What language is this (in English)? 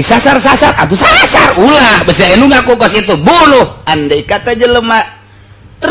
Sundanese